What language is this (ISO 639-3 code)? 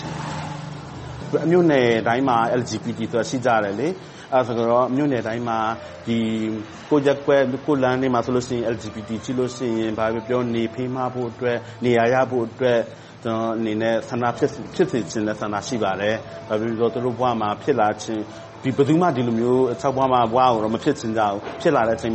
mya